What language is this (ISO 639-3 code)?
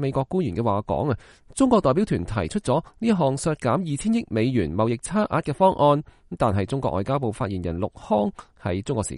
yue